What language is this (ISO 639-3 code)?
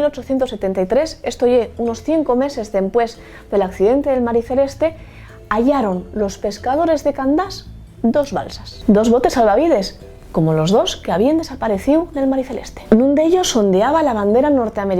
ast